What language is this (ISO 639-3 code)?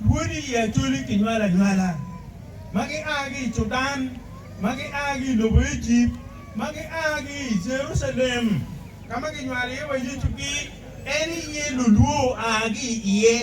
ach